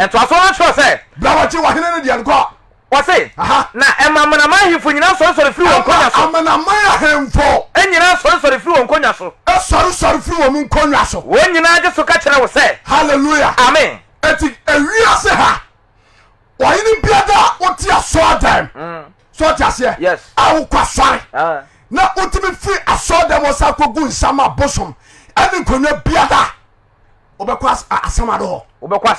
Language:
Akan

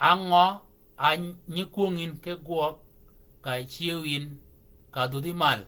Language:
Shilluk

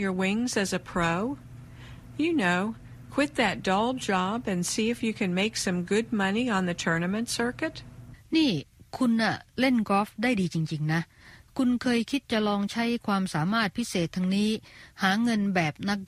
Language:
Thai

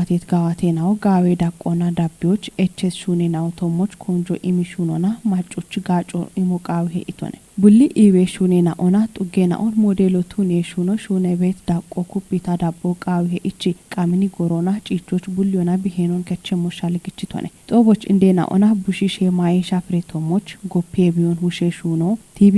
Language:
Kafa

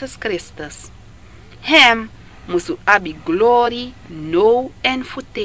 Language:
Sranan Tongo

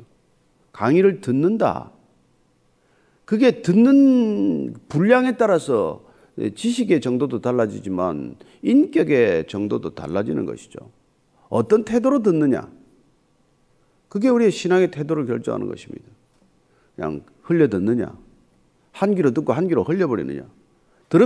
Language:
Korean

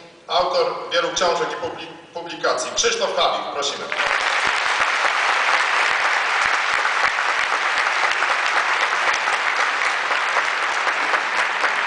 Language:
Polish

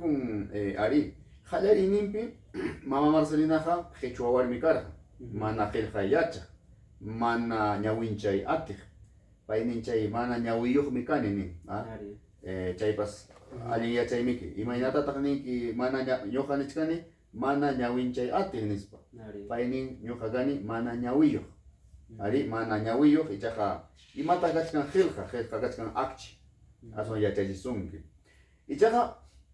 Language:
Ayacucho Quechua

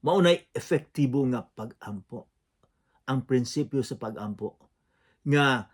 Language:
Cebuano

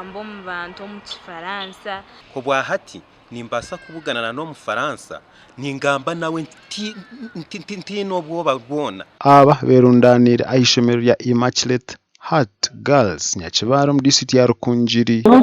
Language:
Nyankole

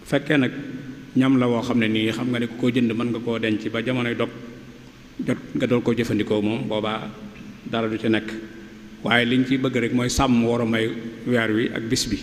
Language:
Wolof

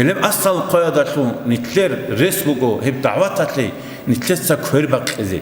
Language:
Avaric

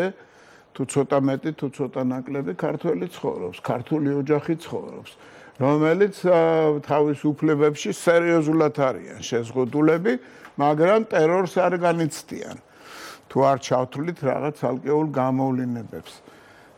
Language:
Georgian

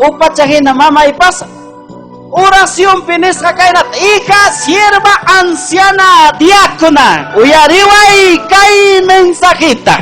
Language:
Ayacucho Quechua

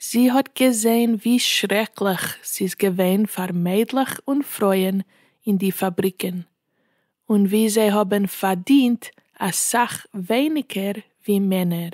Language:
Yiddish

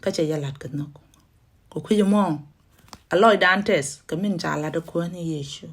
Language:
Nuer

